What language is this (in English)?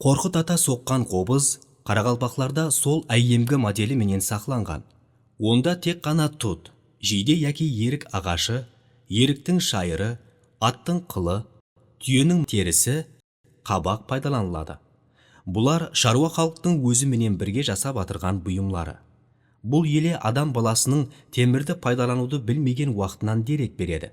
Kara-Kalpak